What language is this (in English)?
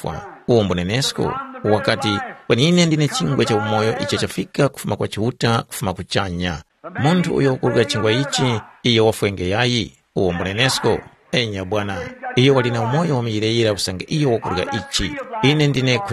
Tumbuka